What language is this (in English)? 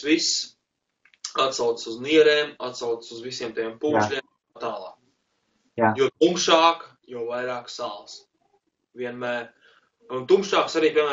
Latvian